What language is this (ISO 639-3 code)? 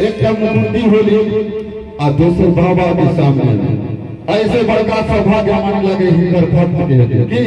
mai